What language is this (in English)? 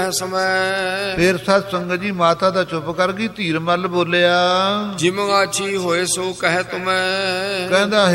Punjabi